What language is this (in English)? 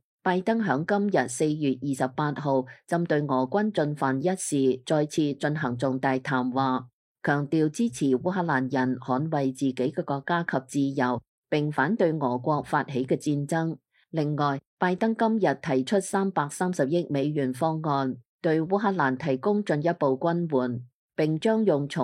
Cantonese